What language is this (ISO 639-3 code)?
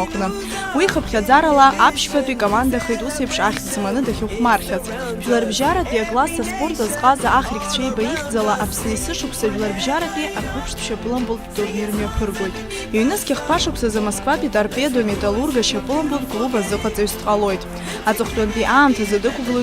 abk